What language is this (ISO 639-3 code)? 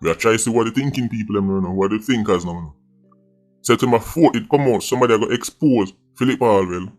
jam